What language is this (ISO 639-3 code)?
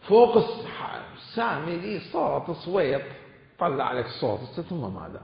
acm